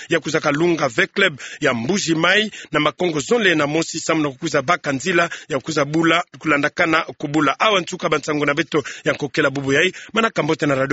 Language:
Kituba (Democratic Republic of Congo)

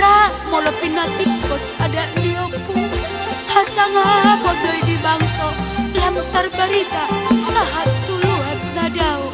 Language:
Batak Toba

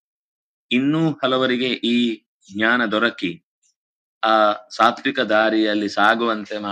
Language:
Kannada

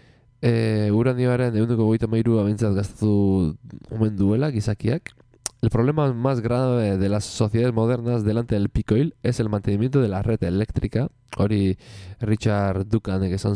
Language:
Basque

